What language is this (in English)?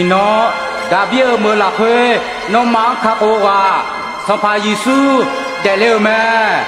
Akha